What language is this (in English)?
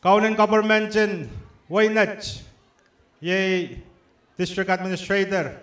Pohnpeian